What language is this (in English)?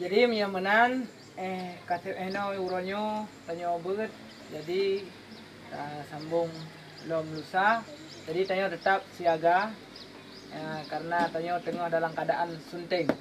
Achinese